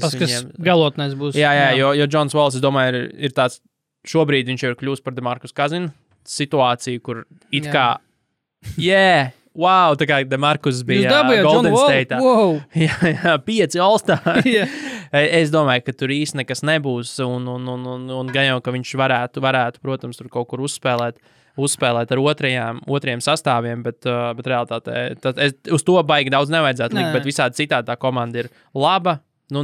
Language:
Latvian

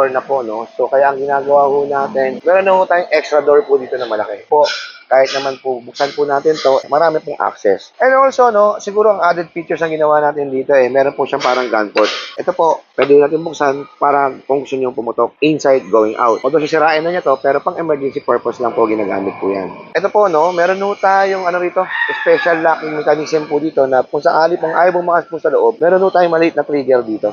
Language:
Filipino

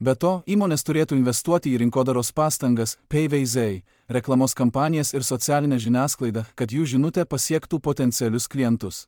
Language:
Lithuanian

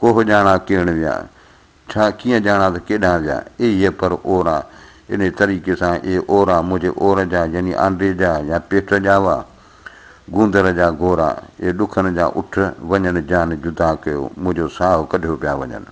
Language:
Sindhi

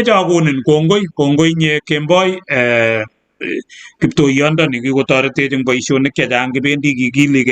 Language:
Kalenjin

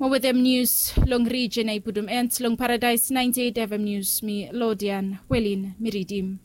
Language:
Bislama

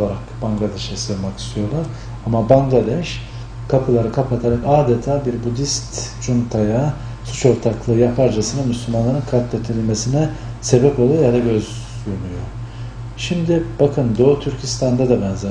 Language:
Turkish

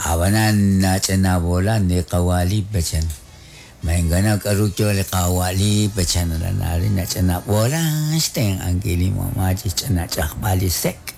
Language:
Kekchí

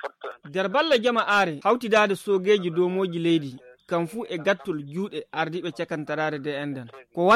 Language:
Nigerian Fulfulde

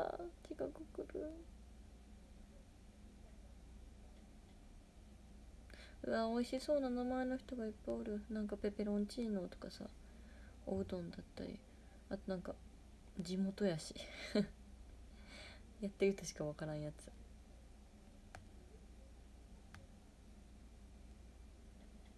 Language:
Japanese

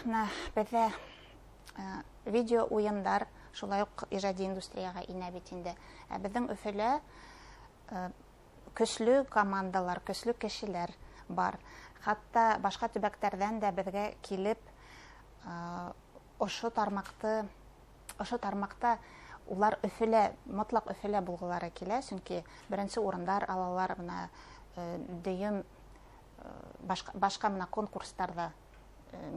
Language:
Bashkir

